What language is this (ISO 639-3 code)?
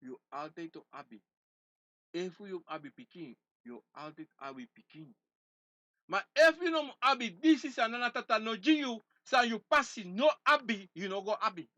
srn